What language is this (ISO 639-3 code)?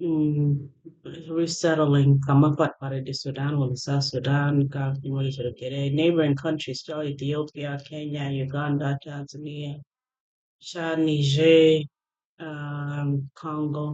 ach